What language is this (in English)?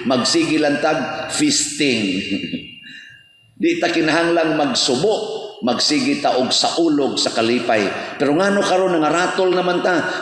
Cebuano